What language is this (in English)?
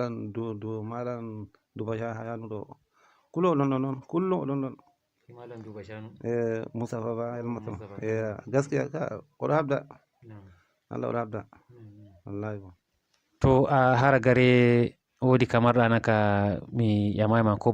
Fula